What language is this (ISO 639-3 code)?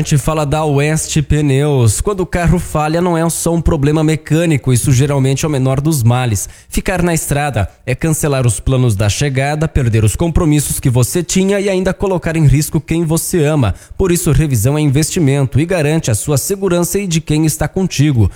por